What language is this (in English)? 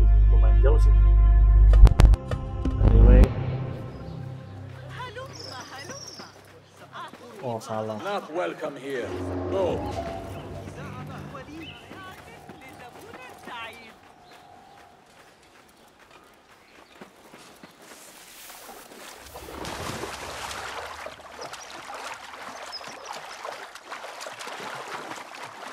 Indonesian